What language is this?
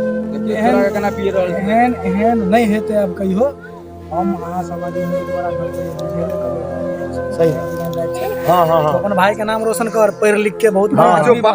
Maithili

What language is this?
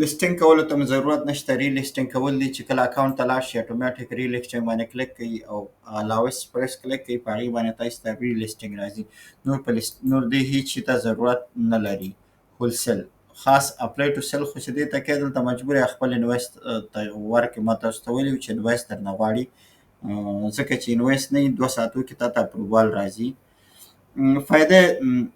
Pashto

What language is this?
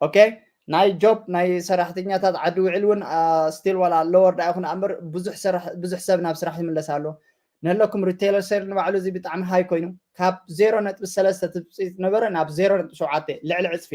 Tigrinya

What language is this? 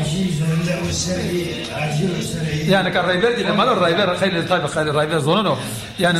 Zaza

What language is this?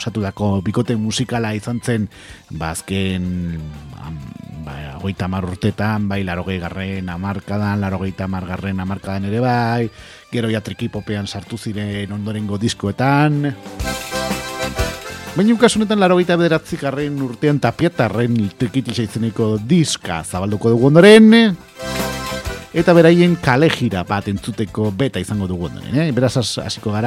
Basque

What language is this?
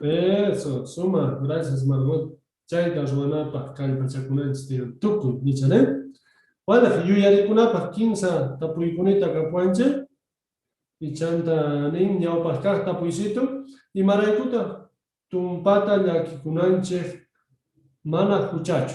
South Bolivian Quechua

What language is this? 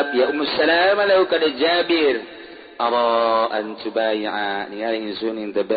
Sundanese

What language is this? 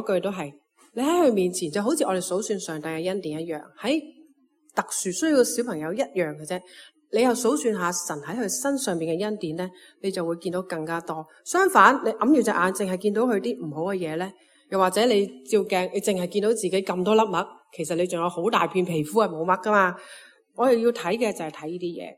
Cantonese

